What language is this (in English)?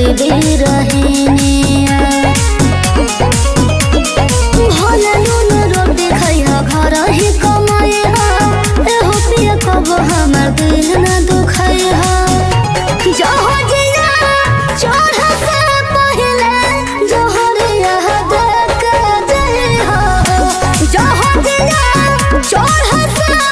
Bhojpuri